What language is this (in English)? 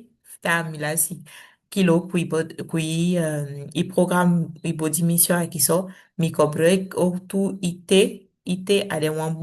Saramaccan